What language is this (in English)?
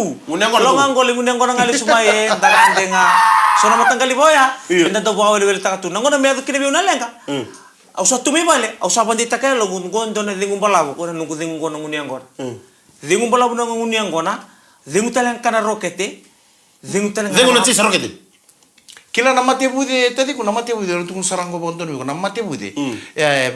Fijian